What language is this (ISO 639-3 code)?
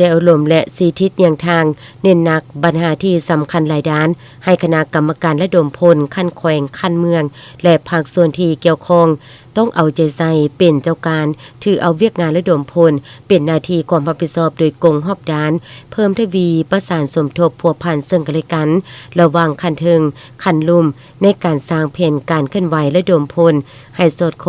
lao